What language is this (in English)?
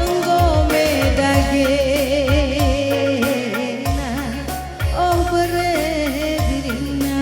Batak Karo